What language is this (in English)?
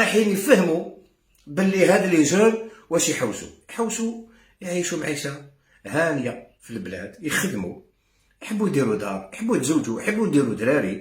Algerian Arabic